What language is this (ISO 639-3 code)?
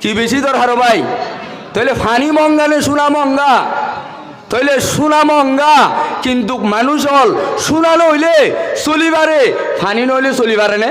rhg